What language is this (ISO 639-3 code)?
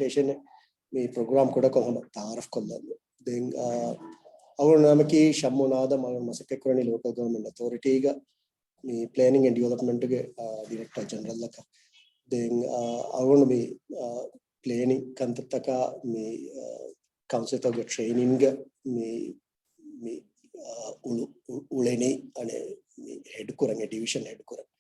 div